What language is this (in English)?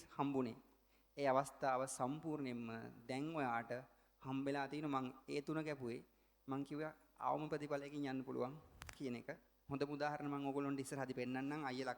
Sinhala